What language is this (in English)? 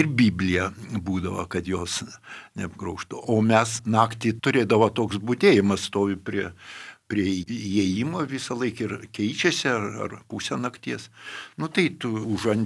Lithuanian